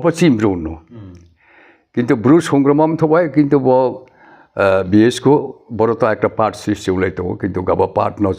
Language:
Riang (India)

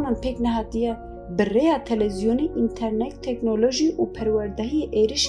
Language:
Kurdish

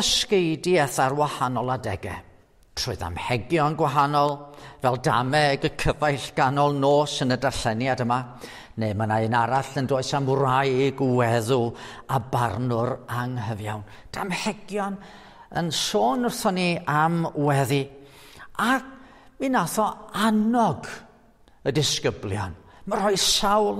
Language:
Welsh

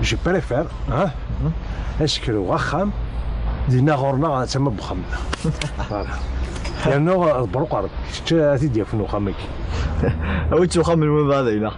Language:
Kabyle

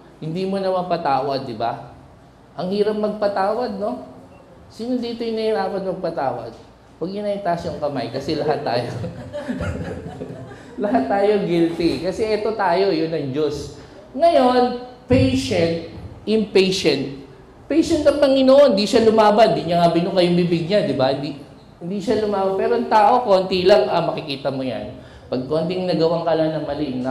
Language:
Filipino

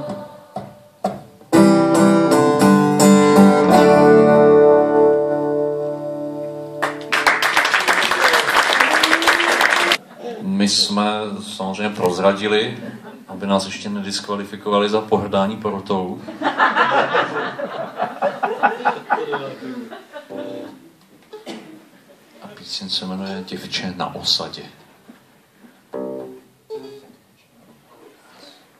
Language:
Czech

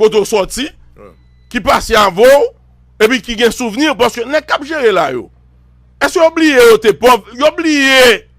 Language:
Haitian Creole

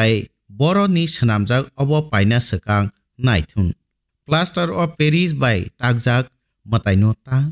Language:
Kok Borok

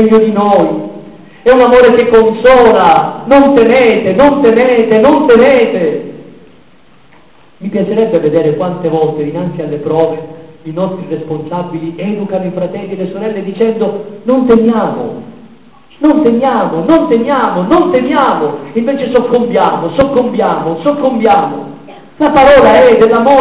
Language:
Italian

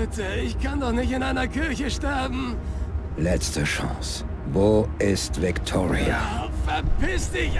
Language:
Bavarian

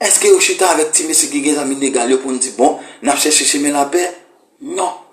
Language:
Haitian Creole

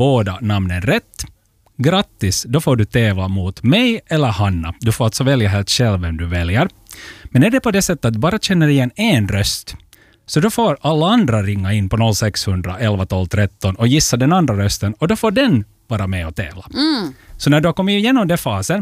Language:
Swedish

